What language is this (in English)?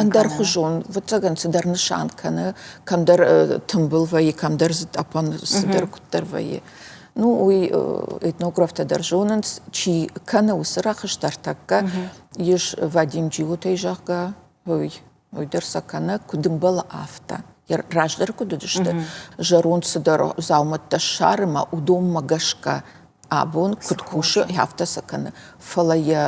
Ossetic